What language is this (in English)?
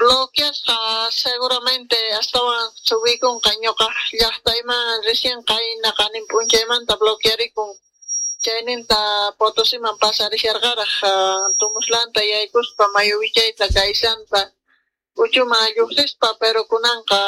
South Bolivian Quechua